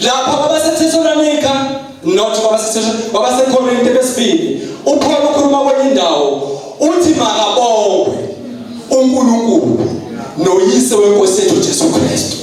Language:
Zulu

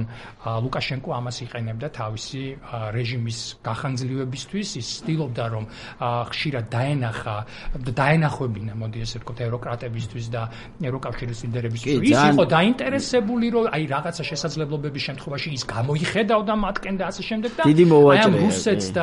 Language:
Georgian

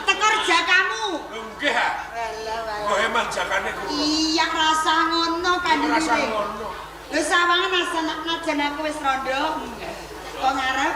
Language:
Javanese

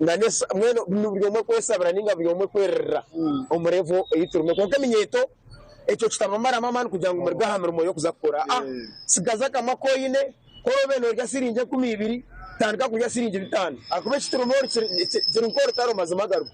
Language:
Nyankole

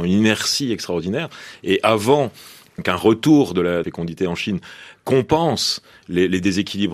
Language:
French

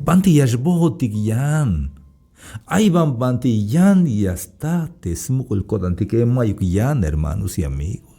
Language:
Tzeltal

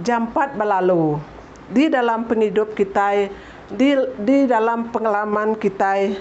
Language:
Iban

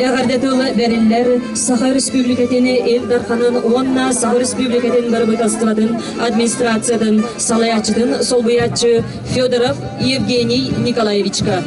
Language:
Yakut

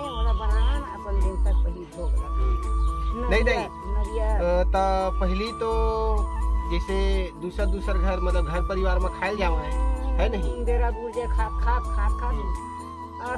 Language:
Chhattisgarhi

